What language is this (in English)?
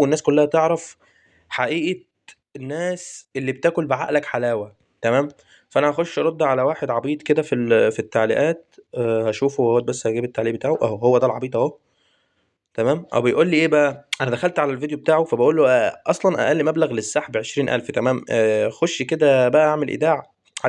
Egyptian Arabic